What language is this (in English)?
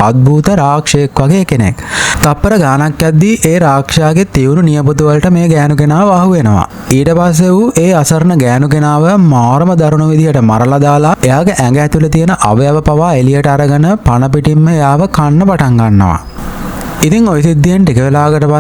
Sinhala